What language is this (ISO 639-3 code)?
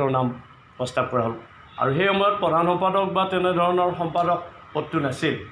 asm